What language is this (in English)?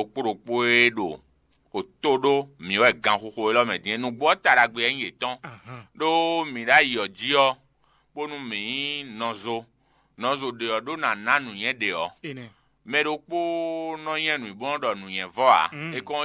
Fon